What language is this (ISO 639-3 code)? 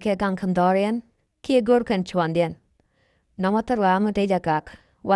nus